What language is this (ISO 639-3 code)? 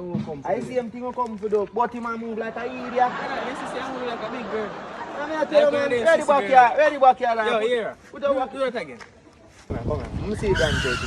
jam